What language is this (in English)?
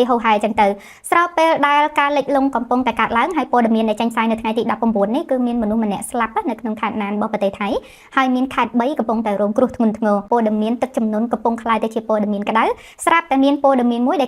Khmer